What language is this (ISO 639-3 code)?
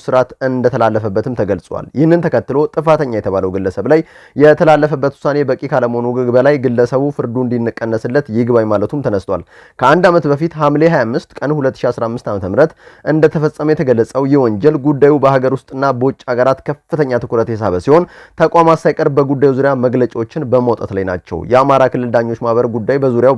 amh